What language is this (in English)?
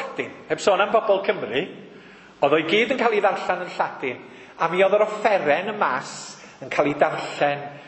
Welsh